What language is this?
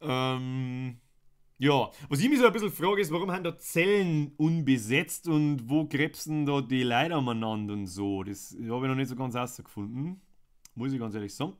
Bavarian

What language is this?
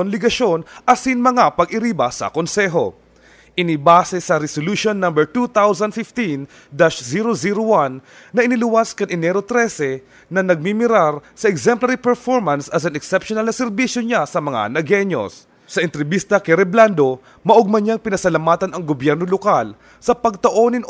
Bikol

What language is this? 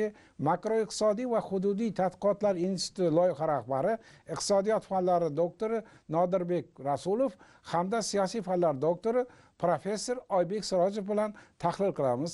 Uzbek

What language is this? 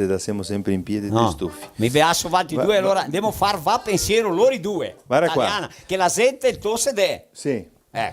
Venetian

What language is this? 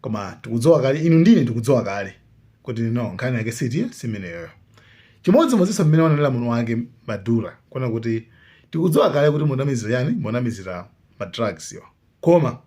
Nyanja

